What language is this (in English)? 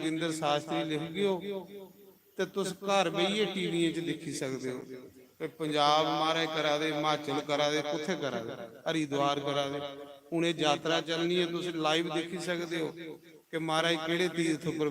Dogri